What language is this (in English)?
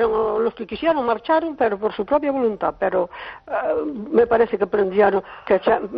Spanish